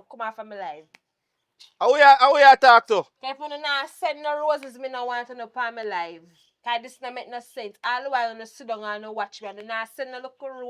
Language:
Jamaican Creole English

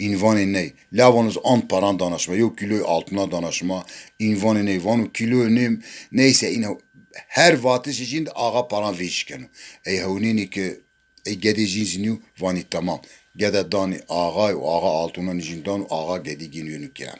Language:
Zaza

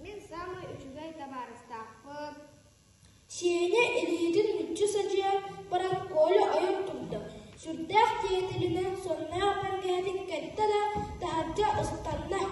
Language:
Yakut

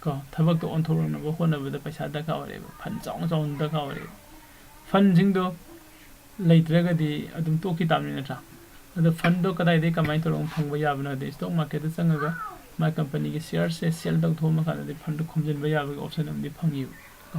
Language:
Manipuri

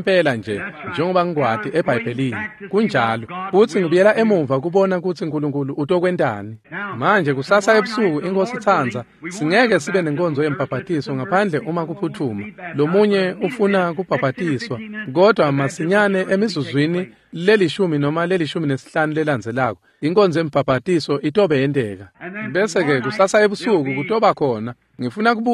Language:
Swati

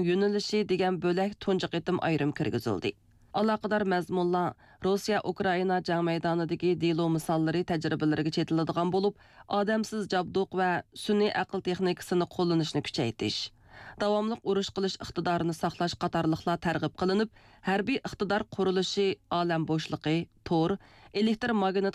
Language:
Uyghur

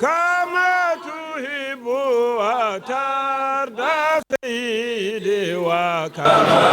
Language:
Fula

